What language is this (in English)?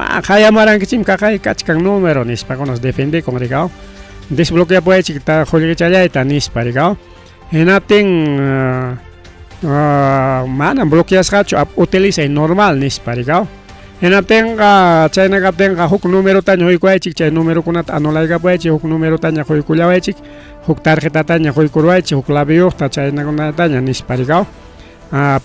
Ayacucho Quechua